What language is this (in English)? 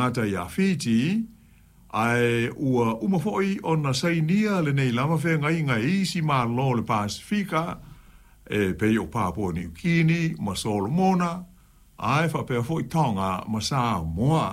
Samoan